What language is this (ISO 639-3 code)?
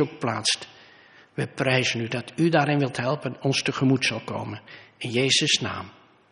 nld